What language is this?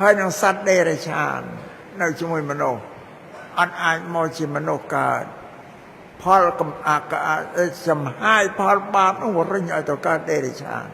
Khmer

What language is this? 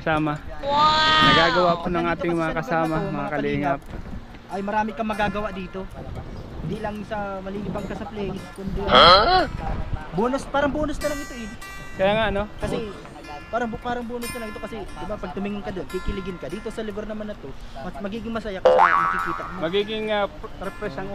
Filipino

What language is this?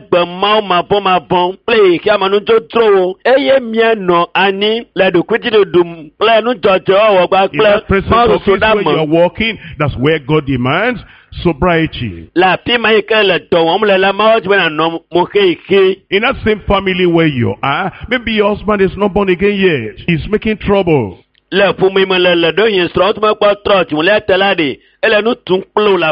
Ewe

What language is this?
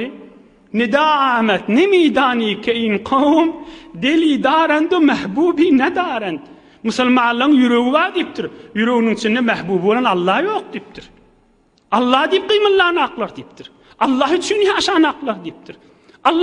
Turkmen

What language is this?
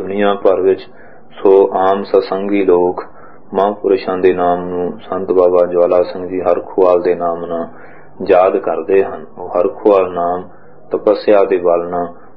Punjabi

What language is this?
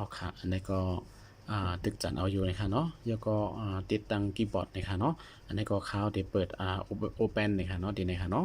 Shan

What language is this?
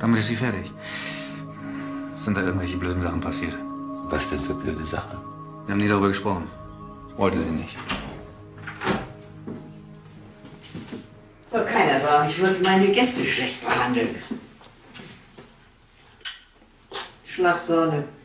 German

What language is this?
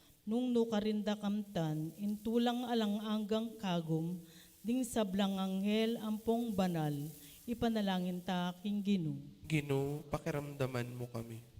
Pampanga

